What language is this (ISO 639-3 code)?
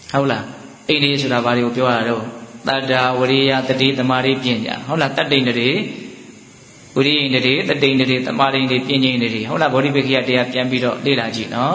mya